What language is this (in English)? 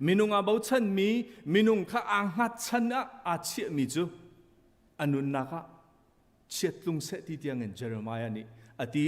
Hakha Chin